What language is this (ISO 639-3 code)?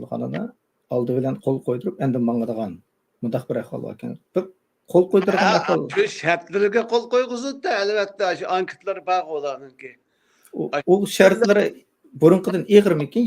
uig